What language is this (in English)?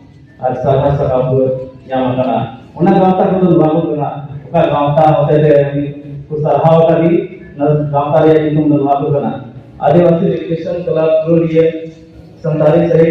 Santali